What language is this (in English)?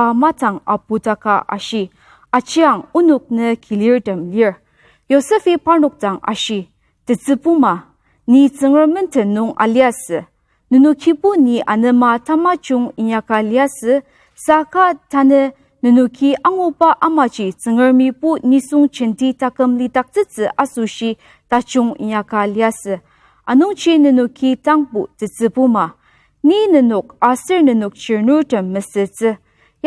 Ao Naga